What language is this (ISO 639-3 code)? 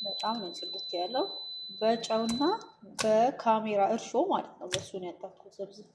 amh